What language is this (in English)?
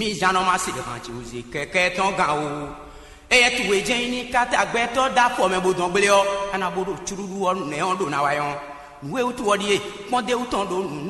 Fon